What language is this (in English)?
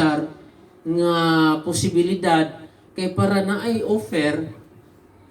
Cebuano